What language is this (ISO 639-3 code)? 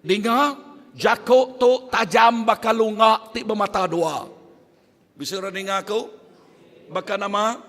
iba